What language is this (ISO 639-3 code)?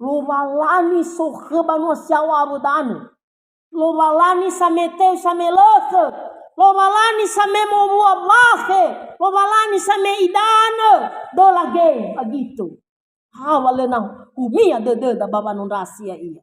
nia